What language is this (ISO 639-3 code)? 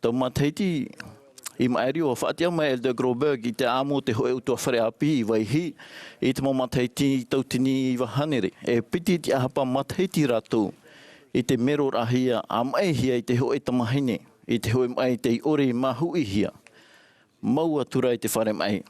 tah